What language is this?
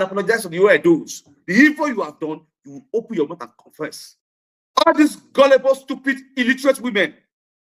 Nigerian Pidgin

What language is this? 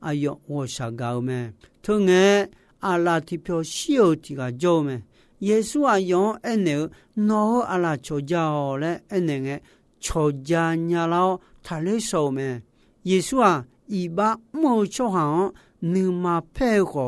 Akha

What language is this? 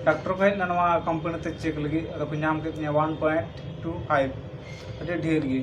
Santali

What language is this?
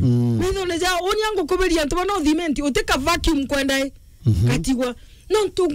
Meru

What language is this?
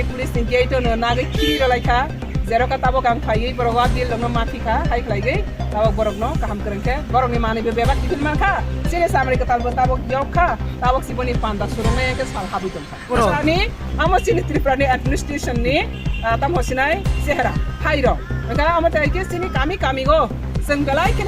Kok Borok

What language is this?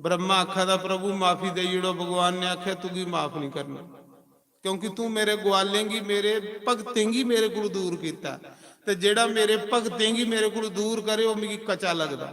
Dogri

